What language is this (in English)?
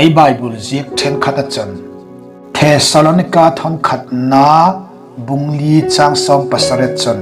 Hmar